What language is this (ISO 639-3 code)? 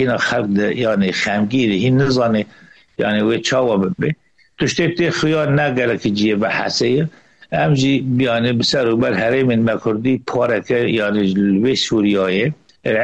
kur